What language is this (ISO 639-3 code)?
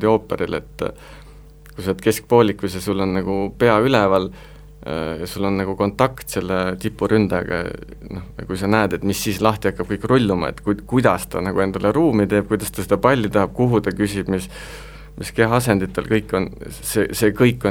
est